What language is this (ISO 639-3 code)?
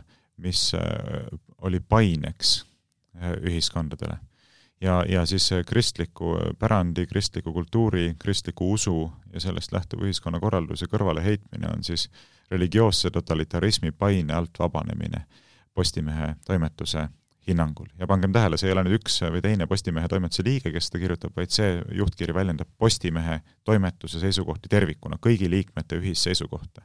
est